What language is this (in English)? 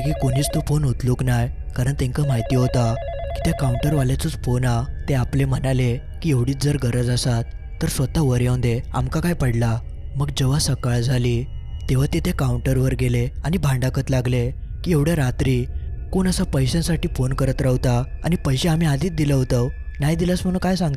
Marathi